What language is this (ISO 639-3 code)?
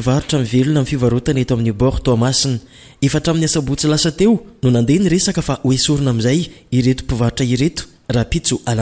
mlg